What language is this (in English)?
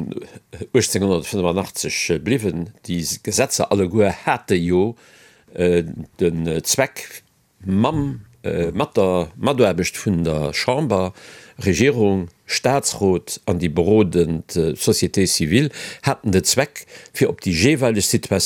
Luxembourgish